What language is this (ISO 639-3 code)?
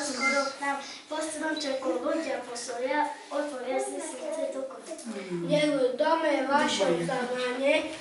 slk